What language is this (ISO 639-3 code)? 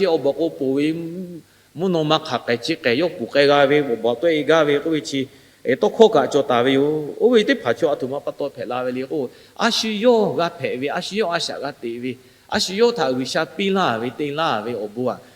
lhu